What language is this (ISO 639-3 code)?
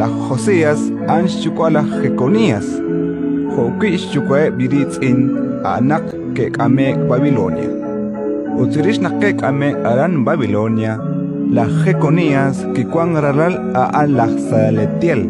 kek